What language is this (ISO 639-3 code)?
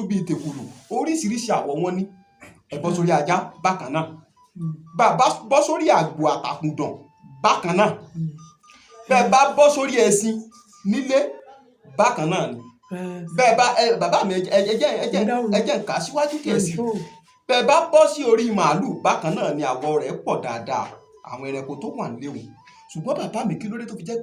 yor